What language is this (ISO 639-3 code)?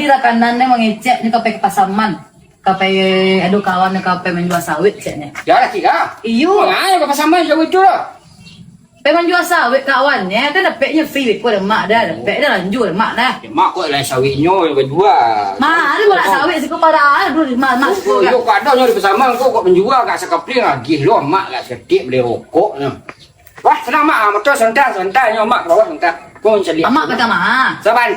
min